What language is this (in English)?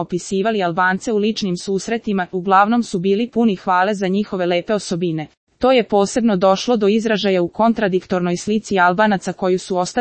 Serbian